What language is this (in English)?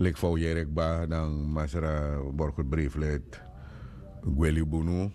Sranan Tongo